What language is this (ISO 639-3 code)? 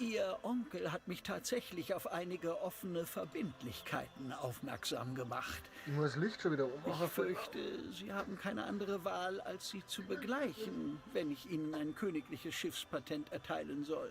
bar